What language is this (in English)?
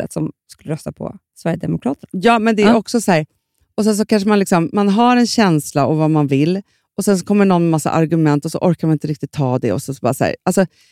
Swedish